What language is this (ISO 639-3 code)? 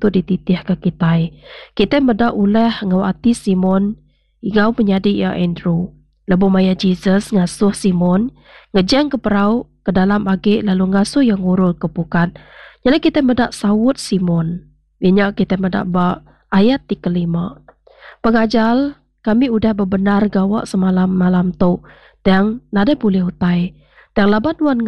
iba